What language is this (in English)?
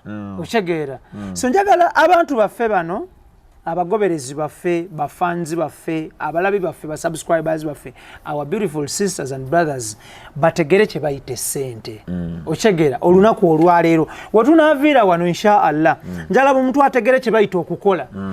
Ganda